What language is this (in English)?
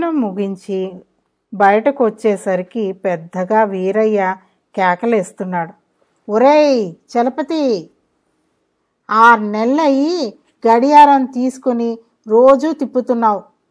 Telugu